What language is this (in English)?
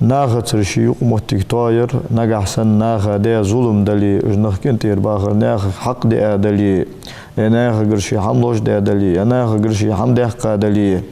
Ingush